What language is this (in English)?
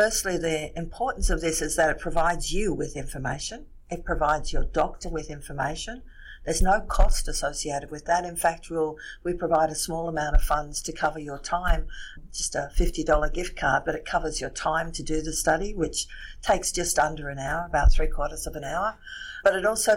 English